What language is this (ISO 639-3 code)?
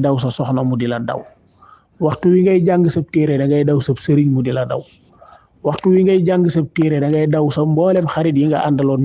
wol